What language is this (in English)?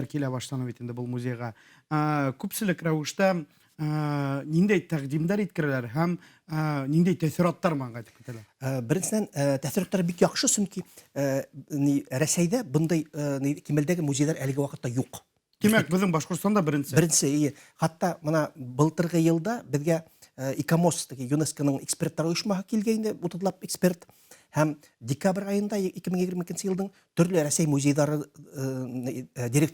Bashkir